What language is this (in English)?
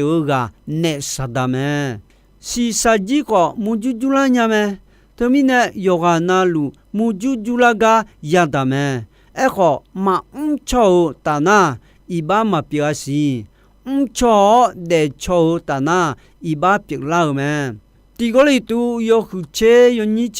Akha